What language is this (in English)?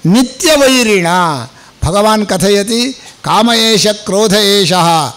Sanskrit